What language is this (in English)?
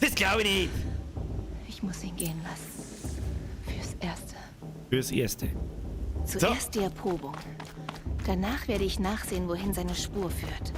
Bavarian